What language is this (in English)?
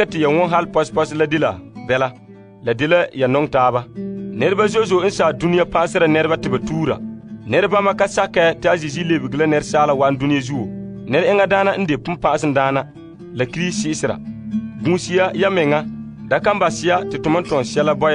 Frafra